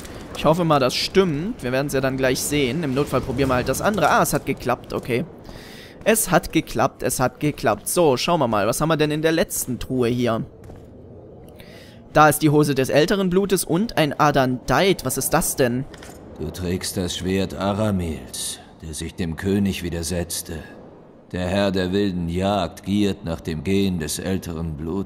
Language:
German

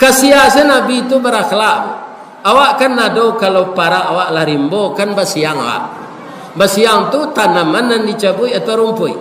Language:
Minangkabau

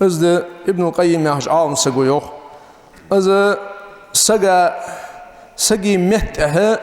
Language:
Ingush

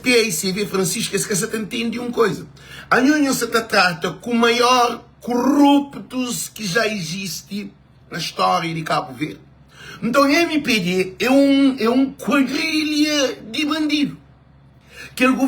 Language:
Kabuverdianu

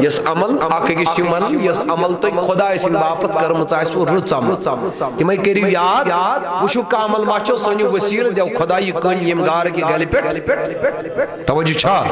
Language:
Kashmiri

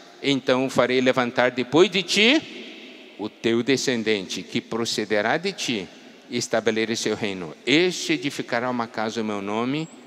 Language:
Portuguese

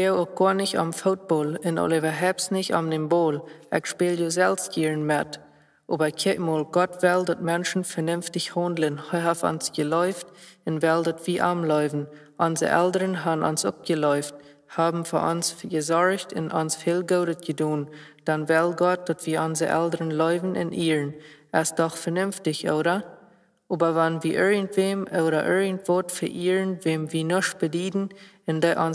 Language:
Plautdietsch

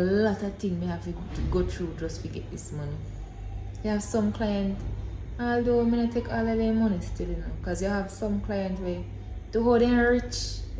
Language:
Jamaican Creole English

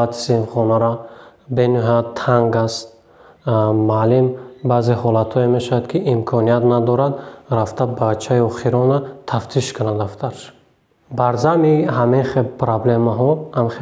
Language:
Tajik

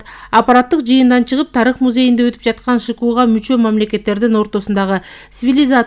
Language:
Kyrgyz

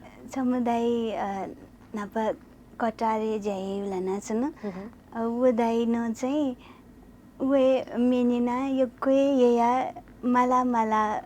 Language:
Newari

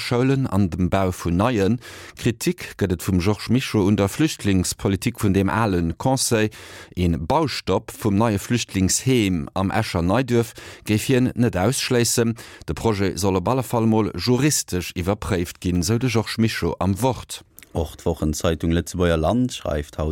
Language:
Luxembourgish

